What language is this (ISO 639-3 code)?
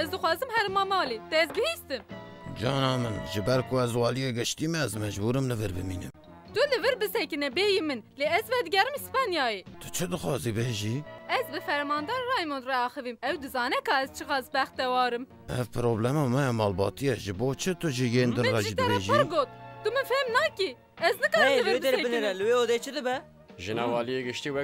kur